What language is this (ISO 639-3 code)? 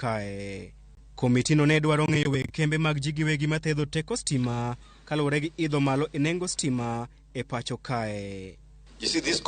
luo